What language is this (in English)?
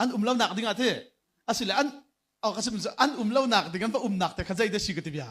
Hakha Chin